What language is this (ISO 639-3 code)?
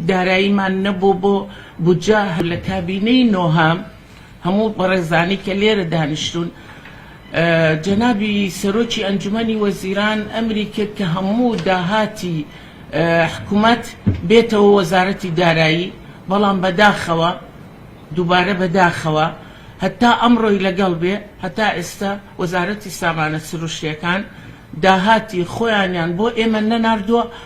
ckb